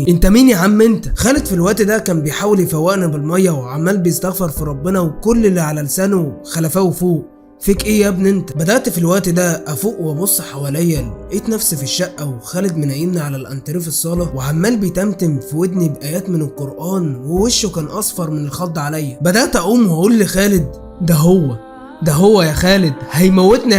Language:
Egyptian Arabic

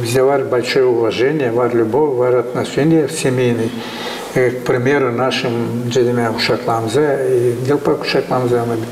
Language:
Gagauz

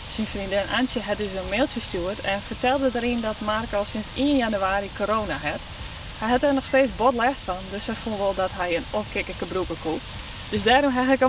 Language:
Western Frisian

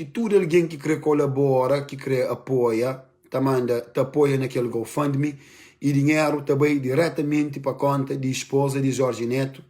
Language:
Kabuverdianu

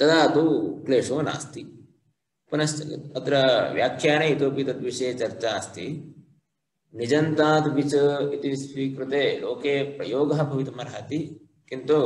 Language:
Sanskrit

